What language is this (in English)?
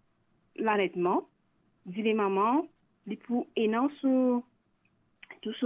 Morisyen